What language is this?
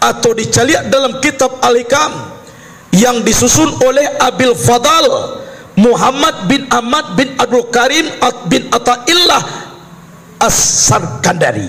Minangkabau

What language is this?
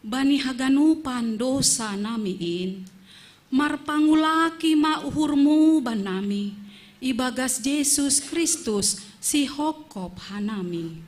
Batak Simalungun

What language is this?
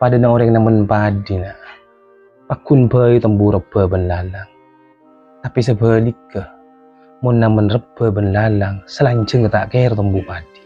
Madurese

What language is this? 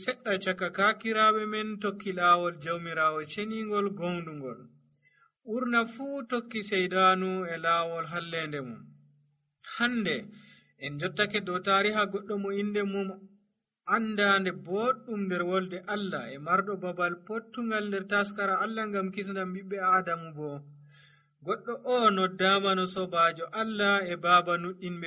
Nigerian Fulfulde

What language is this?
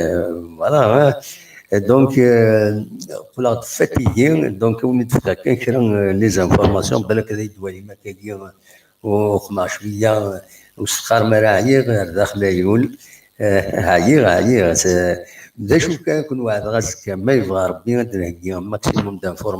Kabyle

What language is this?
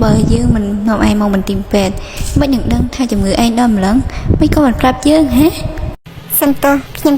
Khmer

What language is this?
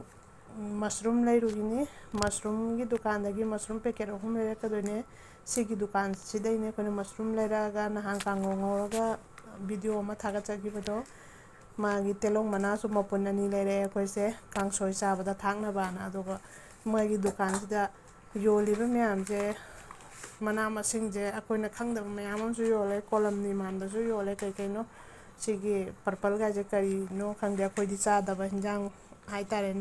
Manipuri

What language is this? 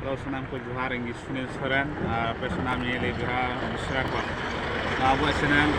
Santali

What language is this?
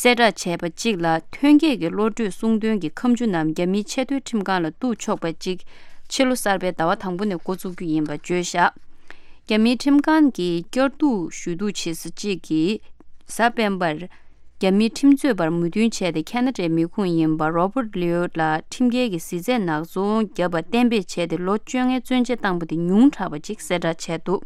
Tibetan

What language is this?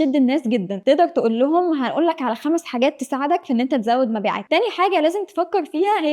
Egyptian Arabic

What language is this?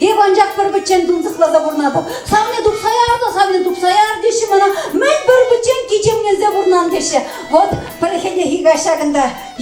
Chuvash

